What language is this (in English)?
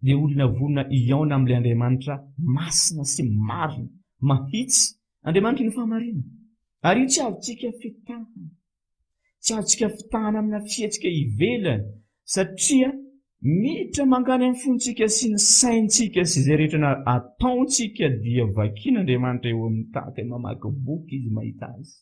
Malagasy